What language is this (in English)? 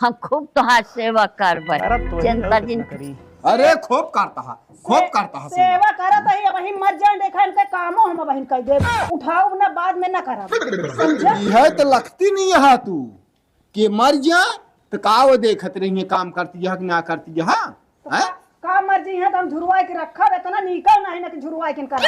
Awadhi